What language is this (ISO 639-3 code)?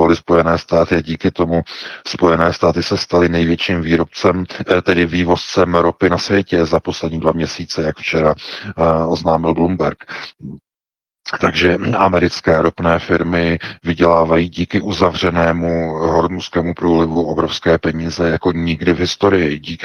ces